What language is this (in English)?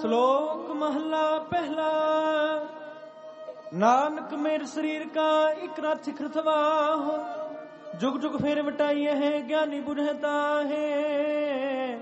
Punjabi